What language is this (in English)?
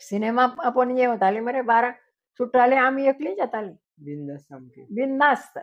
Konkani